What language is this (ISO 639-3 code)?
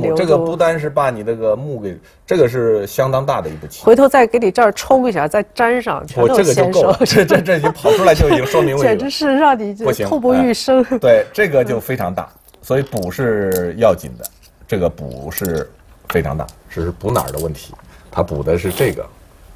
zho